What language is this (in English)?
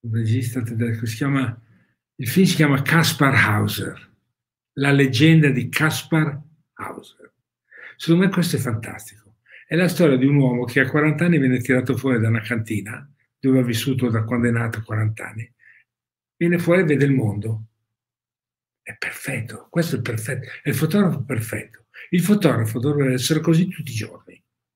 Italian